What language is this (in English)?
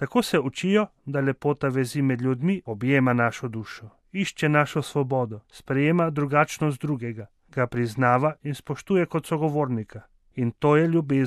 Slovenian